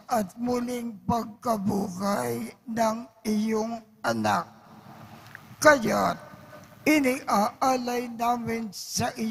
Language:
Filipino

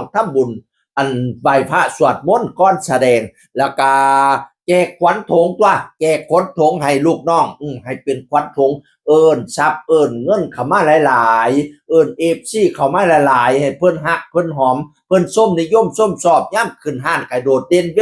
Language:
Northeastern Thai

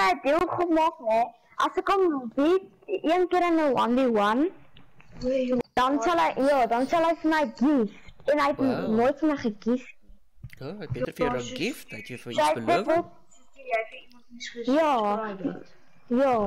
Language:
Afrikaans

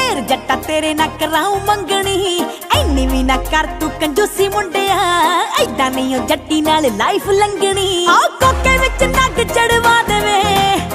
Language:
Punjabi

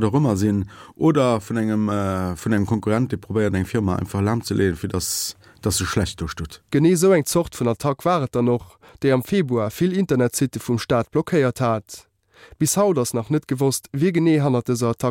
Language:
Luxembourgish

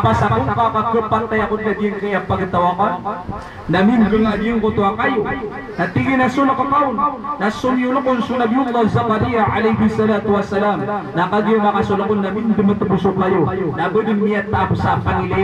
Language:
Maranao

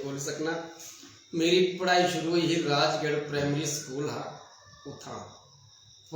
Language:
Dogri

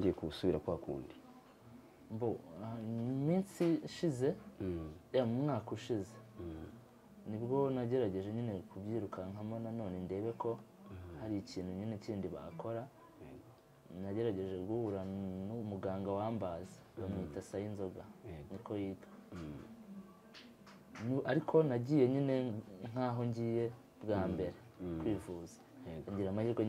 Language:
Kinyarwanda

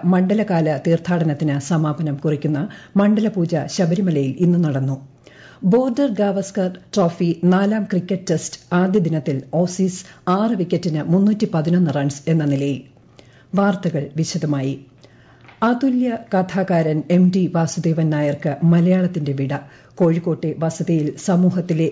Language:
Malayalam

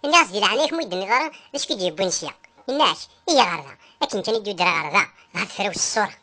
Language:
Kabyle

